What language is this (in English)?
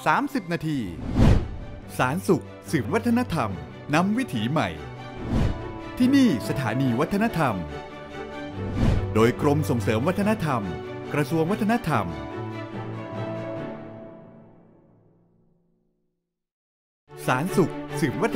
Thai